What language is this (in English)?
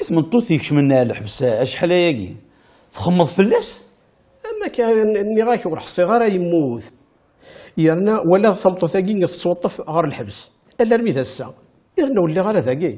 Kabyle